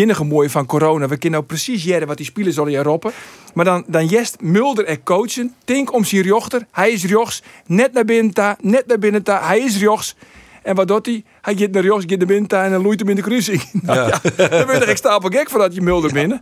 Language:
Western Frisian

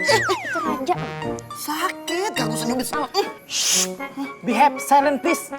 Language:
Betawi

